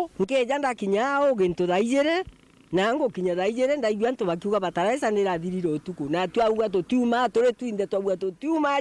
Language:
Meru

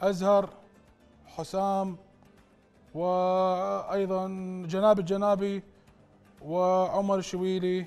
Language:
Mesopotamian Arabic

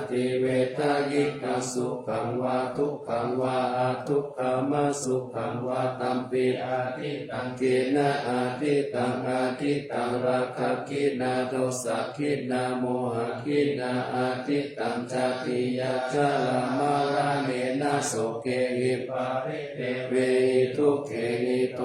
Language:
Pali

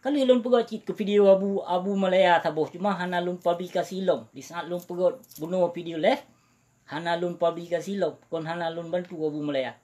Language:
Achinese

